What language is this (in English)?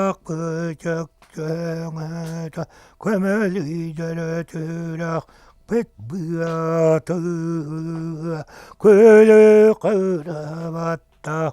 Yakut